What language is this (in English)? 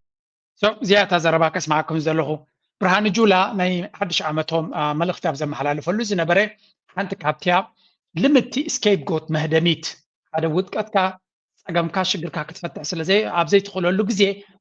Tigrinya